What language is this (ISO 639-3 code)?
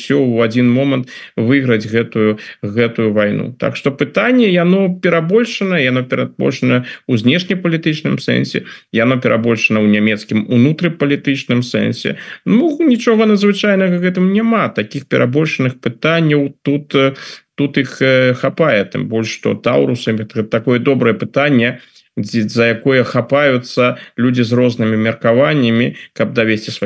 bel